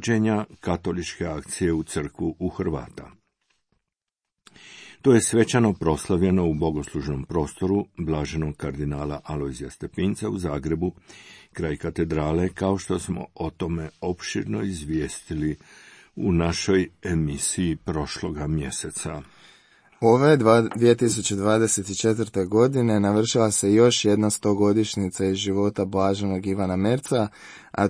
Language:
Croatian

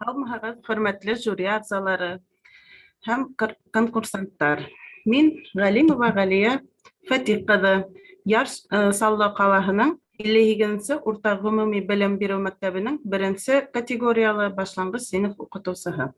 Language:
Bashkir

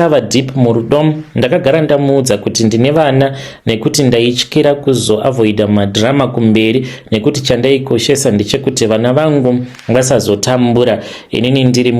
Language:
Shona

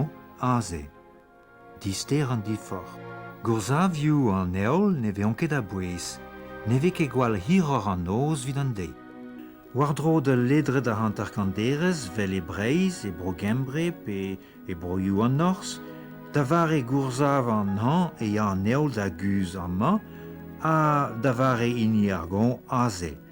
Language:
Breton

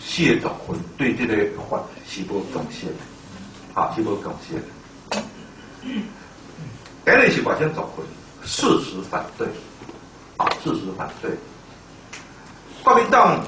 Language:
Min Nan Chinese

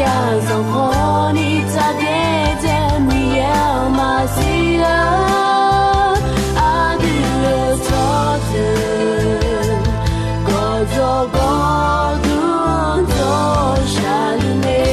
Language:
Akha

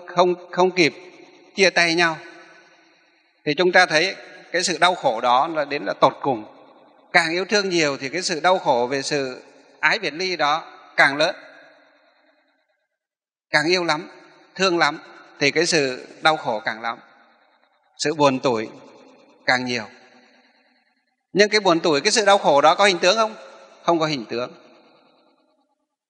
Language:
Vietnamese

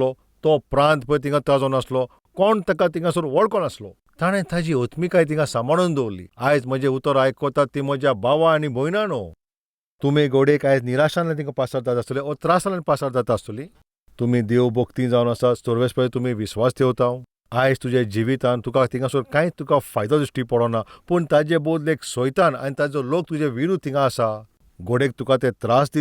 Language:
Konkani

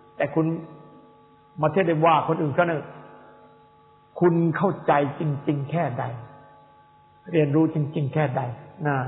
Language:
Thai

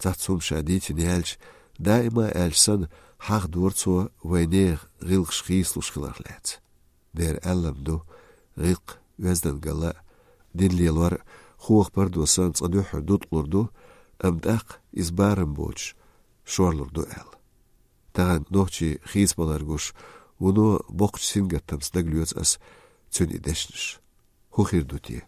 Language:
Chechen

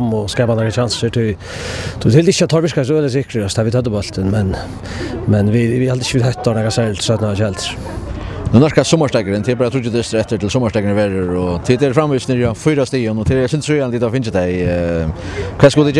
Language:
Faroese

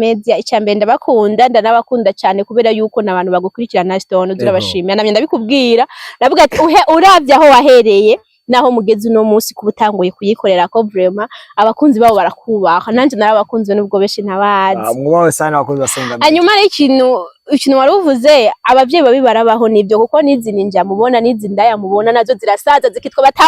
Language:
Rundi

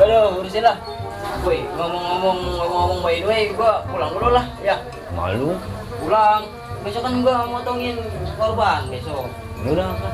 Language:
Betawi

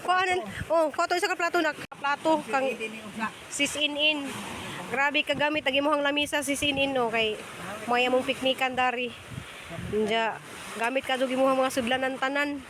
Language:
Cebuano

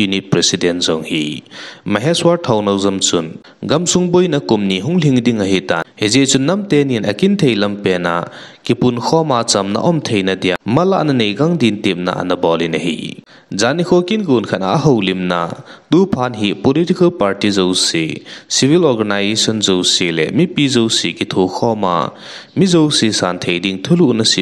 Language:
Thado Chin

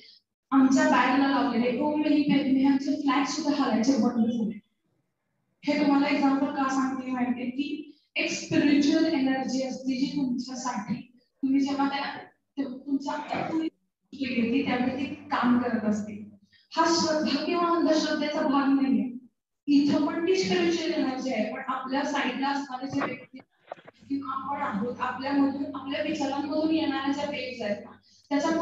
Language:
Marathi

